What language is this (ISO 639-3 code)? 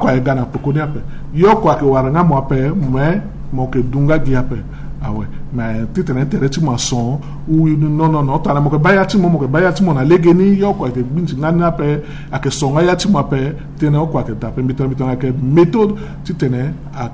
sag